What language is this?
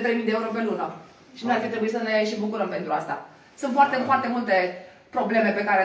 Romanian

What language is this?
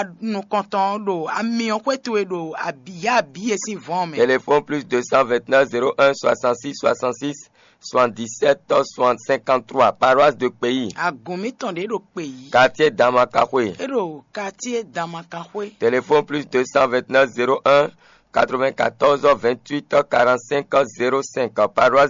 Fon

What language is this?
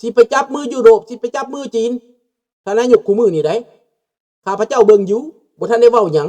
Lao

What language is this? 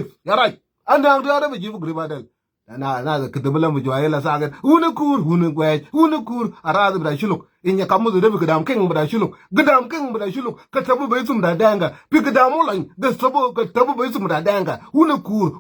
Nuer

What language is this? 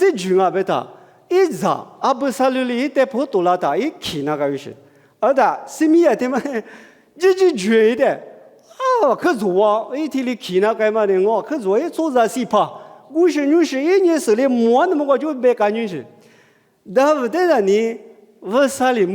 Lisu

